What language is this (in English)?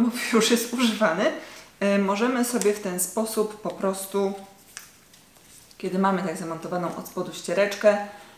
Polish